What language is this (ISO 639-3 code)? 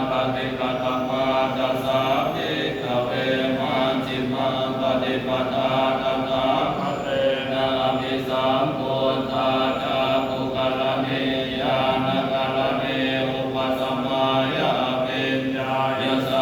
pli